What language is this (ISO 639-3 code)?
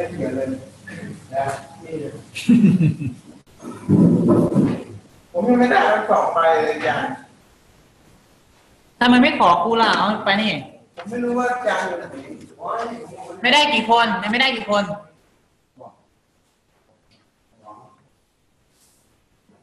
tha